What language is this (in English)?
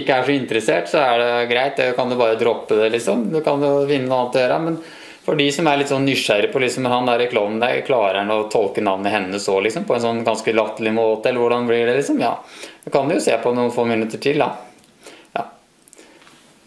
Norwegian